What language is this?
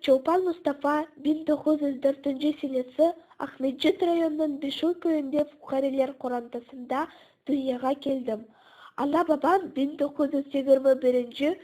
Crimean Tatar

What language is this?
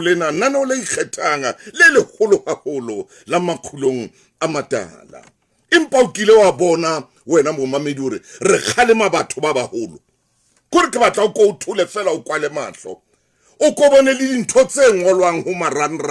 Southern Sotho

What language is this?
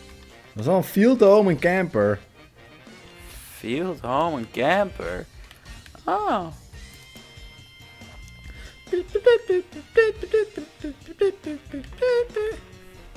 Dutch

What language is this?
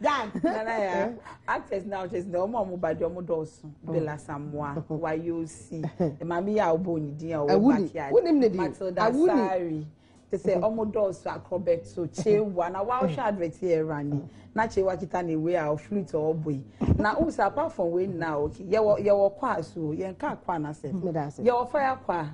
Akan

